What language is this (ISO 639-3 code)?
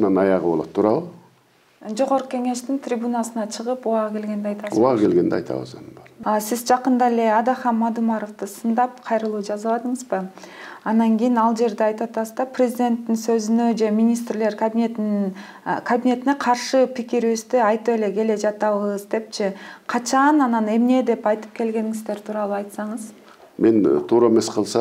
kir